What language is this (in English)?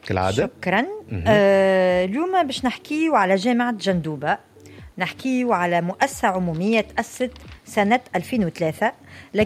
Tunisian Arabic